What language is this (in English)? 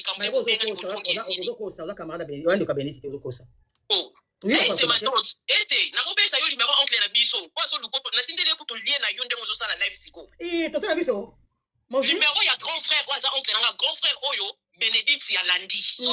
Lingala